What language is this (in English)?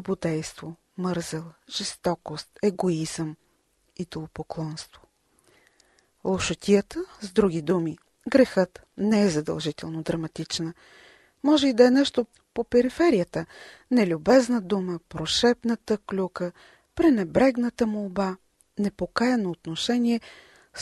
Bulgarian